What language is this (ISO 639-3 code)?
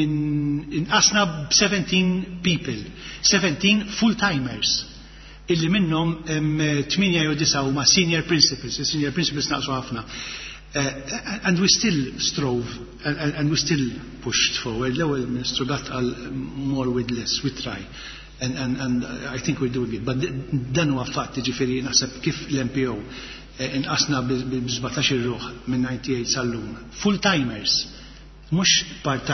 mlt